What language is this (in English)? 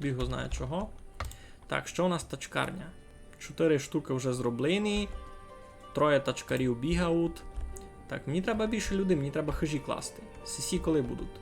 Rusyn